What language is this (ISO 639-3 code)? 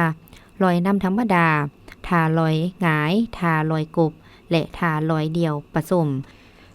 lao